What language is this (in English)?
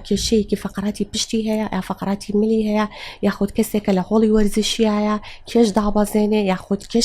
Central Kurdish